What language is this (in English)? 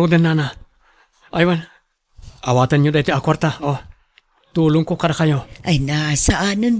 Iloko